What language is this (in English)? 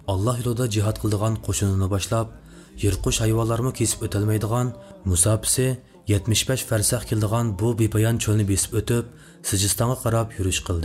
Uyghur